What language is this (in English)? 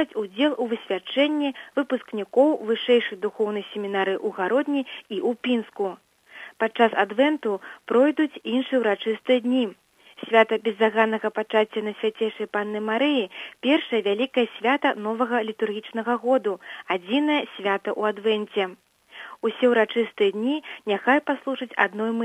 Belarusian